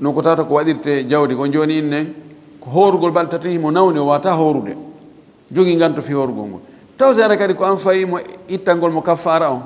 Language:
Fula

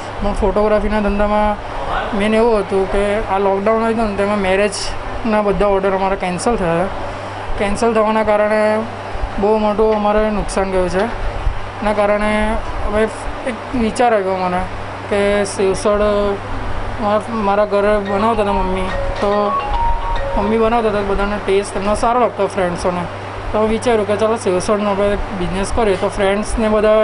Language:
Gujarati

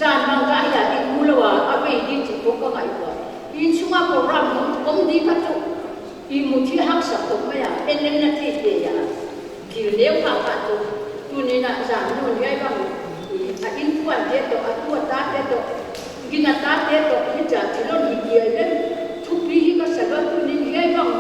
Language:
Paite Chin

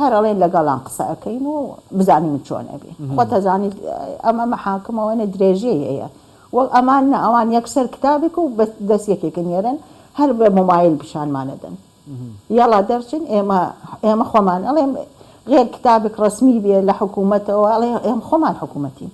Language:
Central Kurdish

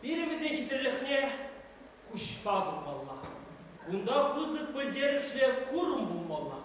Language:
Chuvash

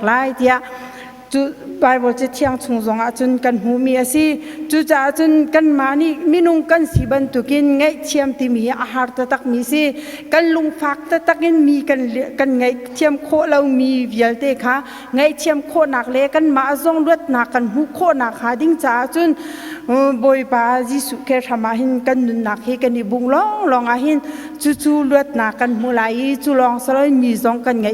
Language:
Hakha Chin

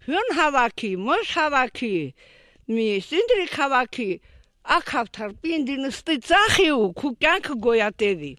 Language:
Armenian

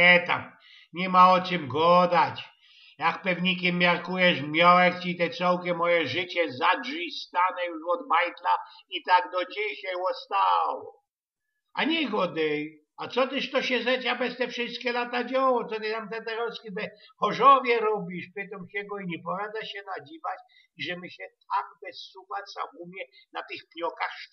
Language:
Silesian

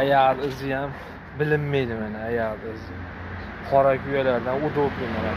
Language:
Uzbek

